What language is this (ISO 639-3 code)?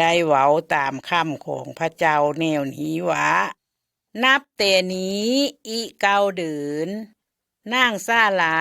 lao